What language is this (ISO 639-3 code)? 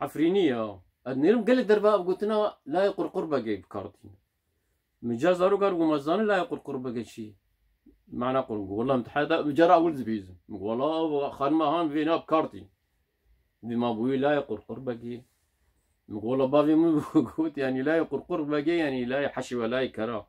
kur